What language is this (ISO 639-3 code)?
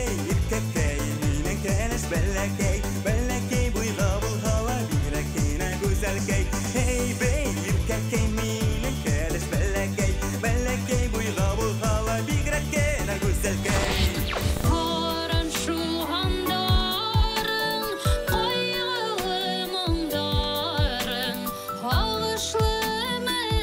bak